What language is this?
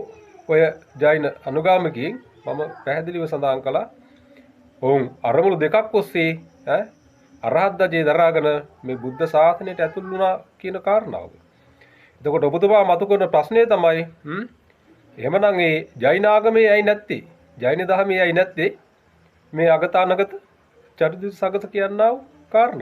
Sinhala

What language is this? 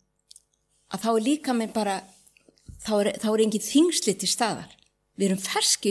Icelandic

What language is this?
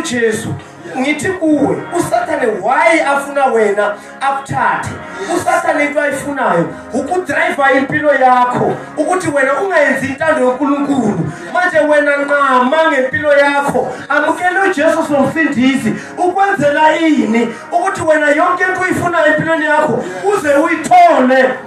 North Ndebele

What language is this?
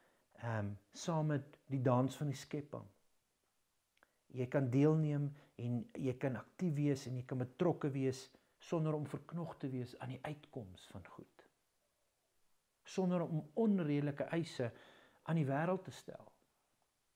Afrikaans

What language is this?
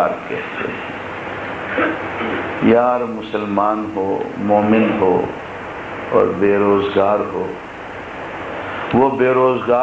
Urdu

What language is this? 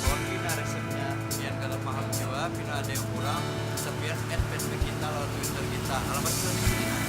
Banjar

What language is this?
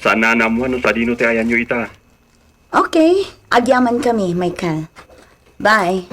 Iloko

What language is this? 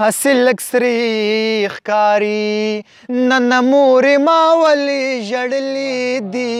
Pashto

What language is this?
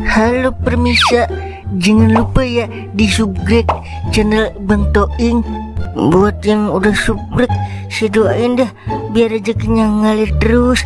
Betawi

